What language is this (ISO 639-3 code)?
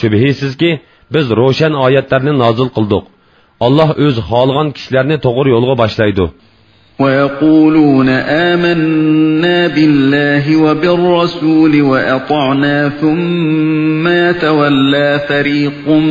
uig